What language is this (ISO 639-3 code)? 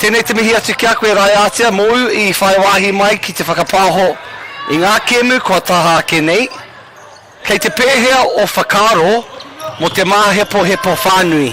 mri